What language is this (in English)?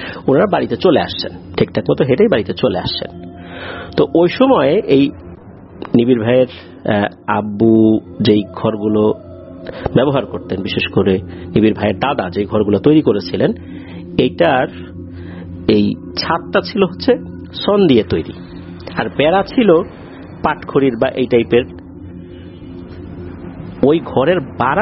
Bangla